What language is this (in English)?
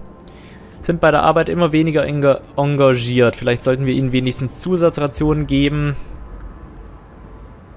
German